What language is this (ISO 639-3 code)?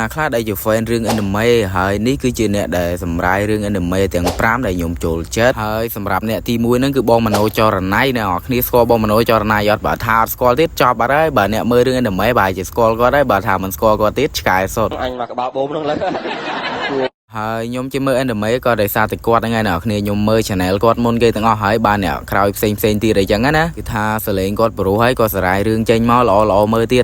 khm